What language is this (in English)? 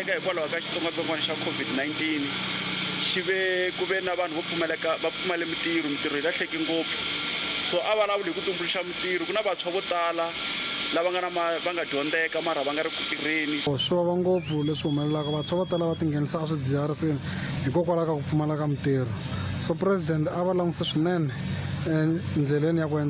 Tsonga